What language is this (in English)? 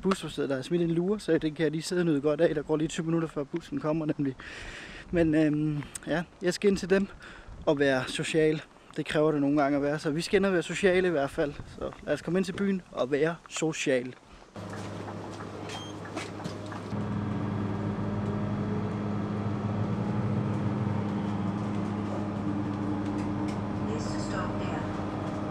Danish